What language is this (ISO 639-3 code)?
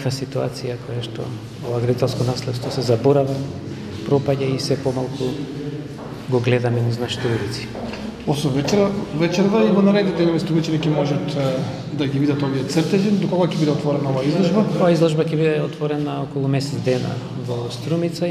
mkd